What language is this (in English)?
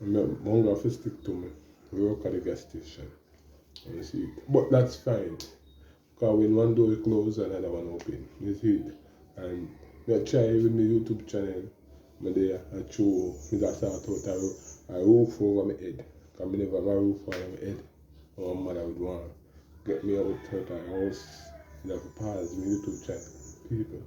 Jamaican Creole English